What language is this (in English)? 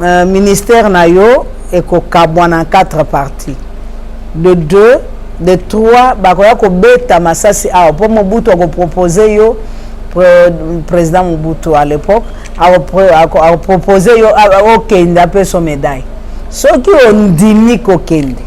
Lingala